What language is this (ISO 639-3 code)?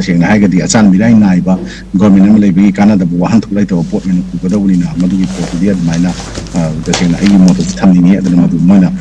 mni